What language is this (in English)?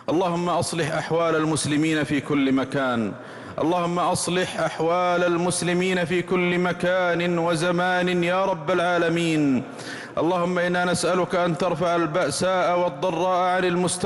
Arabic